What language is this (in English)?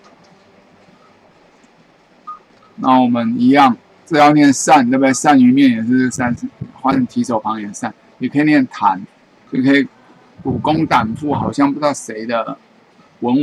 Chinese